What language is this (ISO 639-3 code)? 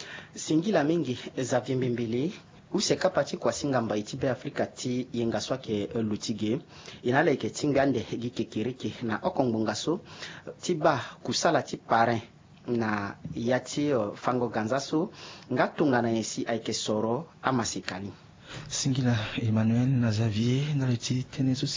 sag